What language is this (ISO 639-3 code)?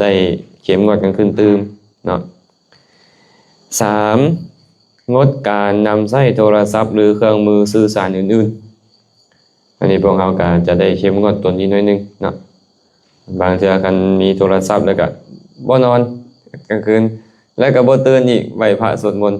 lao